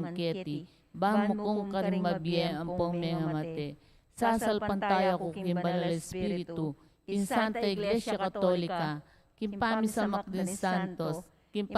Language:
Pampanga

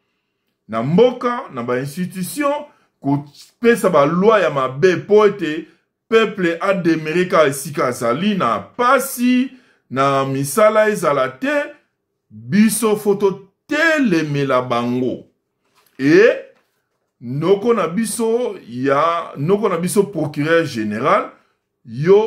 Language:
Lingala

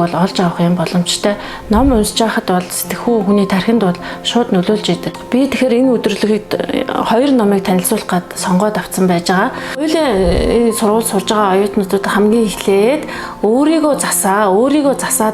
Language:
Mongolian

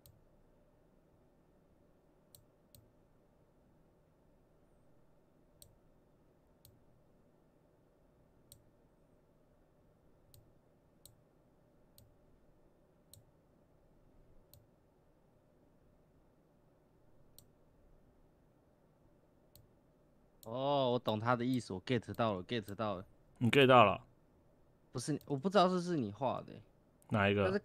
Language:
Chinese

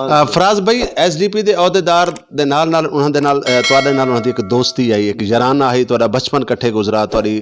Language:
Saraiki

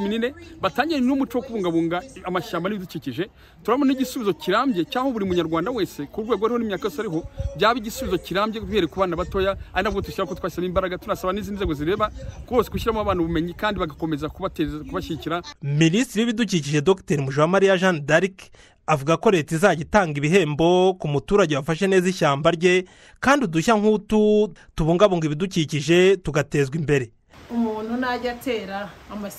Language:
Kinyarwanda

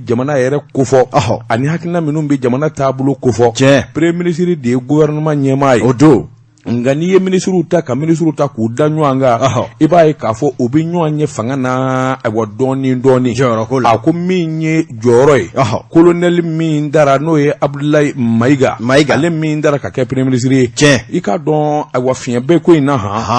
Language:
Bambara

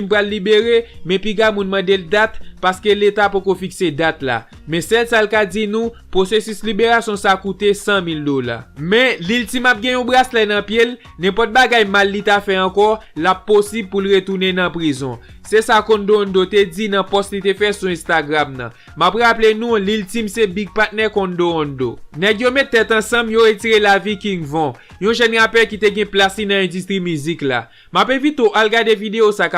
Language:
Haitian Creole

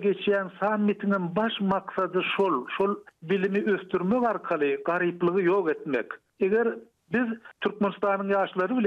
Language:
Turkmen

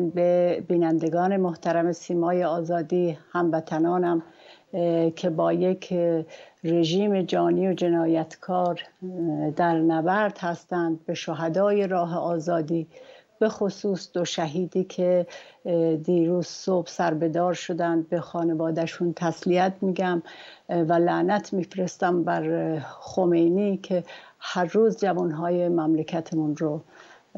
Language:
Persian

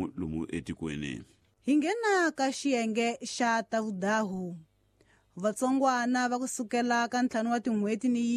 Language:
Tsonga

